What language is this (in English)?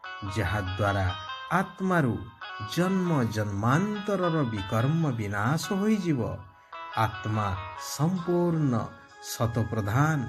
Odia